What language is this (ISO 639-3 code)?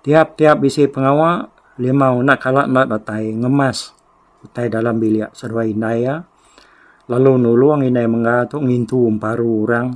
iba